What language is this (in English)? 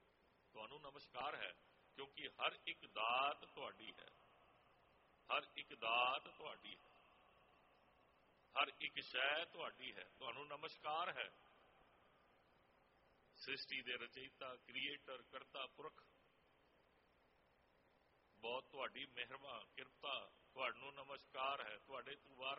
Punjabi